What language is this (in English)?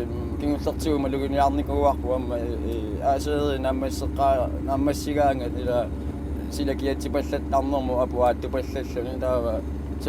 Kalaallisut